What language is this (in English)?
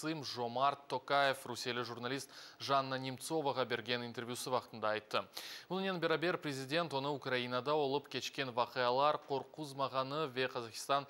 Crimean Tatar